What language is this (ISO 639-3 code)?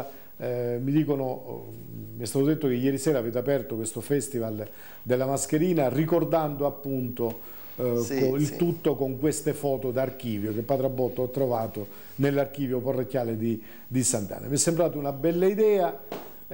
ita